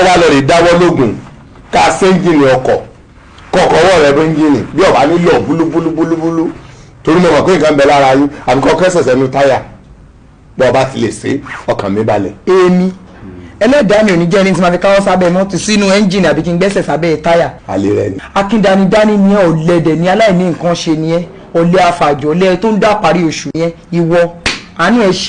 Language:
Yoruba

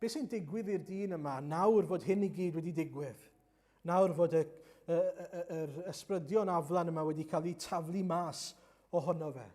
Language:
Welsh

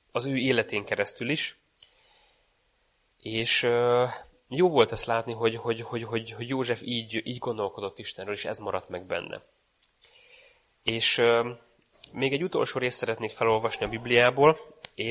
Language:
Hungarian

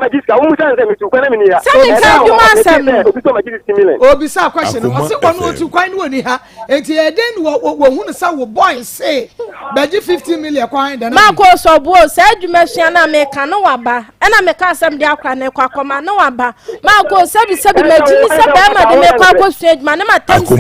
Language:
Akan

